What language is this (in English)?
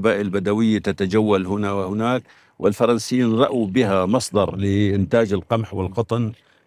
Arabic